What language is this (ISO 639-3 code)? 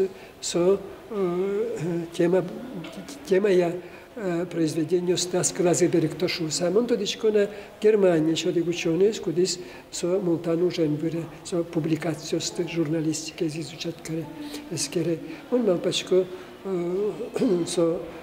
udm